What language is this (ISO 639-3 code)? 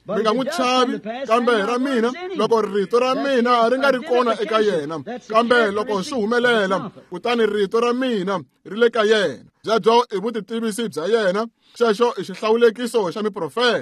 tso